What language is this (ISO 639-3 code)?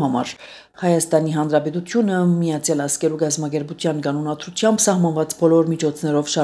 hye